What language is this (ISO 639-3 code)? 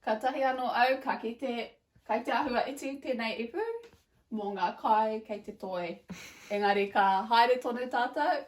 mri